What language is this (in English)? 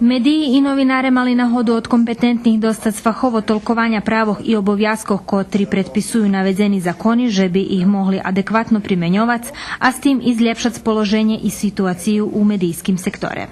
Rusyn